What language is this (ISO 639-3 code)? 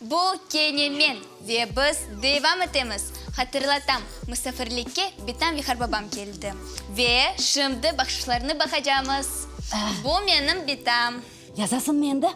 crh